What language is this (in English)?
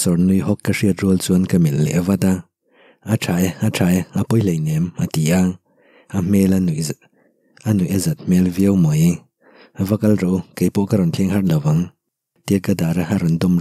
Mizo